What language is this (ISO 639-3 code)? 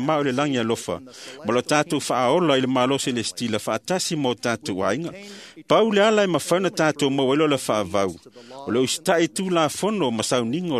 smo